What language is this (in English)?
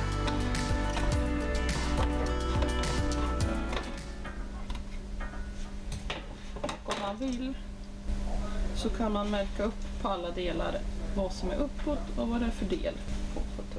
Swedish